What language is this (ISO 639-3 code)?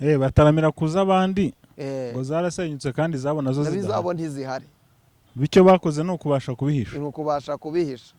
kin